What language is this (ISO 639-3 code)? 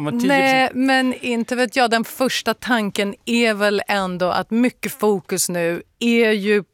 swe